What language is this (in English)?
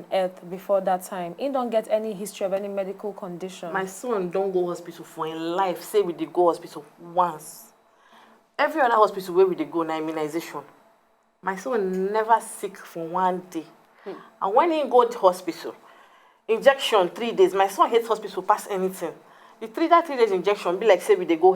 Nigerian Pidgin